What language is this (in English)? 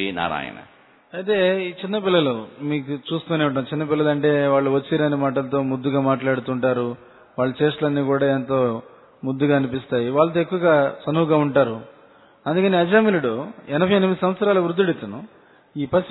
Telugu